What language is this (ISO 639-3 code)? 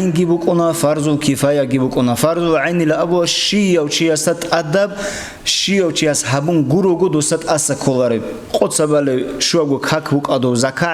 ava